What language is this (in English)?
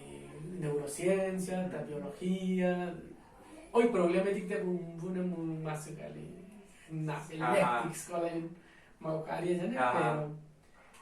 Tzotzil